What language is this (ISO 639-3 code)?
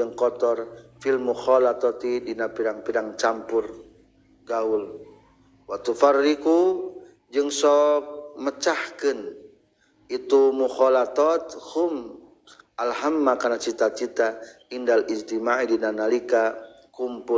sun